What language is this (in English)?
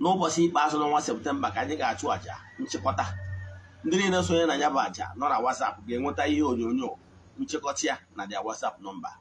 Igbo